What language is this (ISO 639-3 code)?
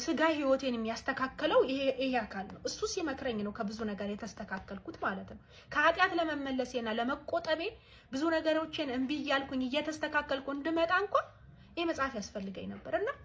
amh